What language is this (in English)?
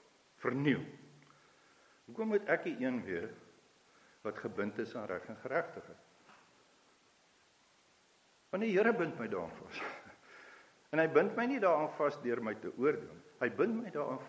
Afrikaans